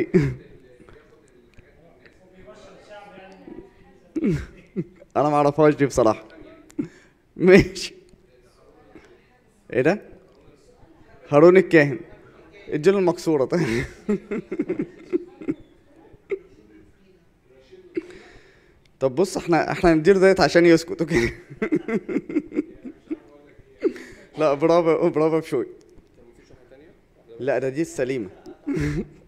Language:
Egyptian Arabic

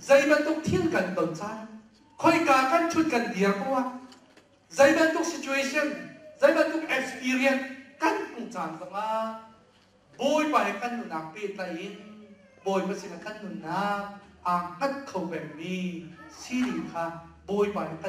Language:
Hakha Chin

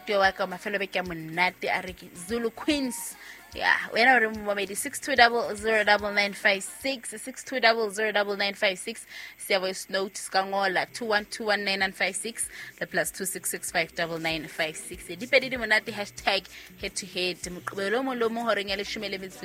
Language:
Southern Sotho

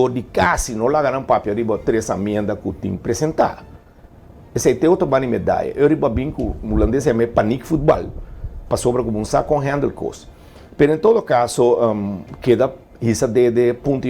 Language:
Papiamento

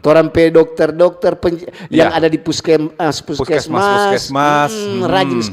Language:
Manado Malay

